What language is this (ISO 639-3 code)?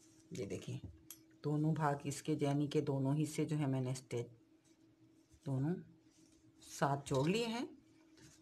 hin